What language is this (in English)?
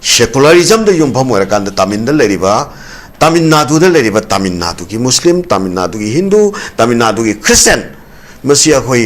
Manipuri